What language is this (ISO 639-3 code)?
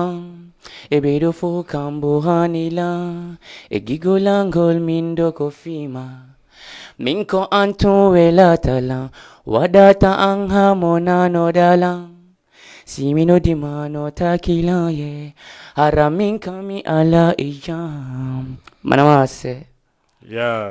ful